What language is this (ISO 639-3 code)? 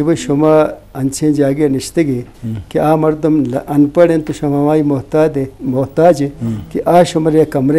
bal